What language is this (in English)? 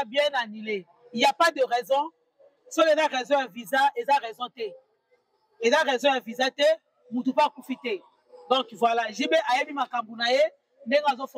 Lingala